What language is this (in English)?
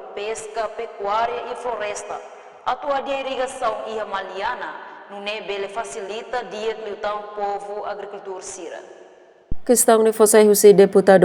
Tetum